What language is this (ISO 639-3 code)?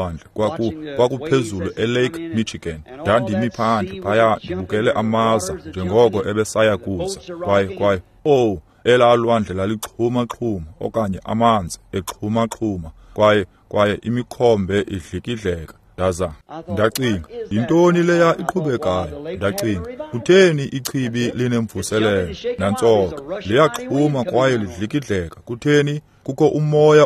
xho